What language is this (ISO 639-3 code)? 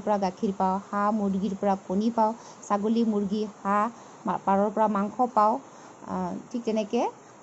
asm